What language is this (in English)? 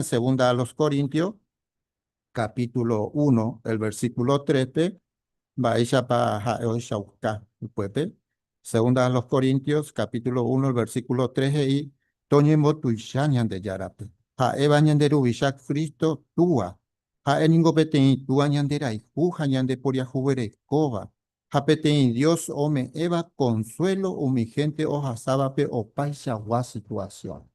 Guarani